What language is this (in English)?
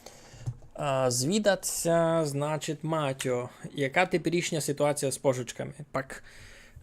Rusyn